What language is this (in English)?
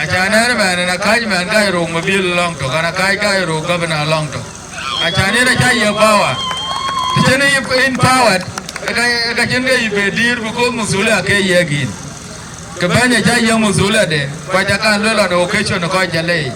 Dinka